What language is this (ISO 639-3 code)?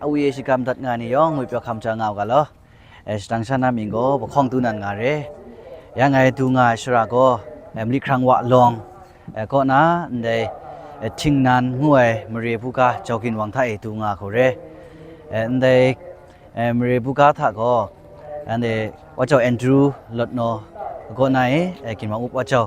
kac